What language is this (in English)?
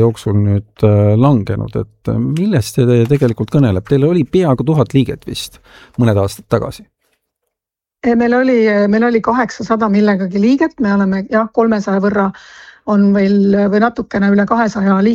Estonian